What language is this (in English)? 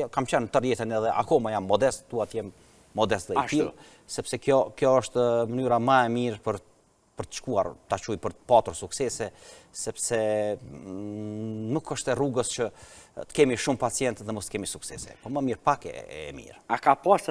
Albanian